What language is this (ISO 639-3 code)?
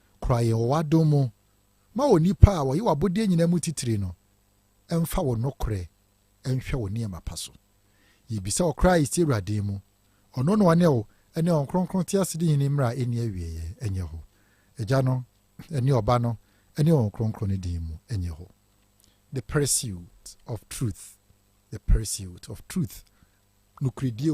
aka